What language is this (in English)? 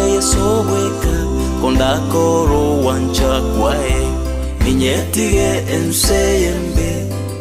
Gusii